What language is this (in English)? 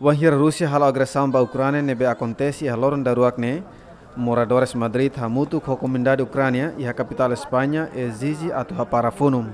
Tetum